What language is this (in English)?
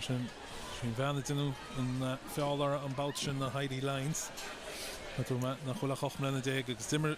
Irish